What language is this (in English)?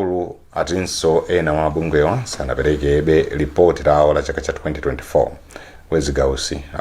Nyanja